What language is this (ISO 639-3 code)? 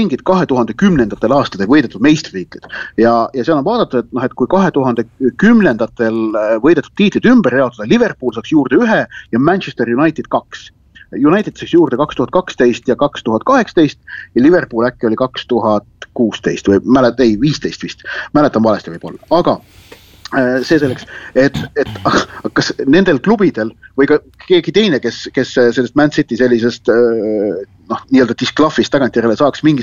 est